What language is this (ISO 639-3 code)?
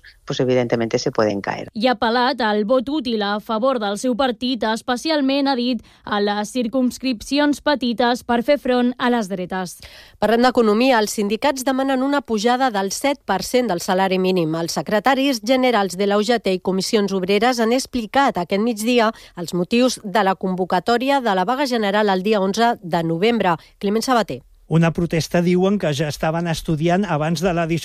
cat